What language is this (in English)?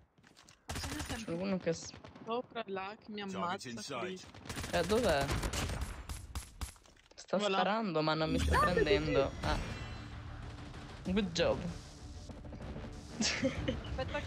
Italian